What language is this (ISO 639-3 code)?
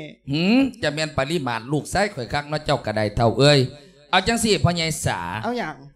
lao